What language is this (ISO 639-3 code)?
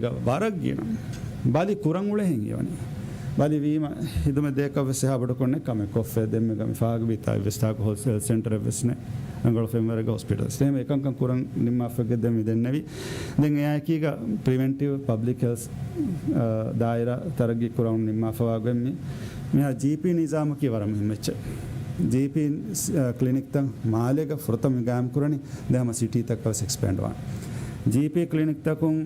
div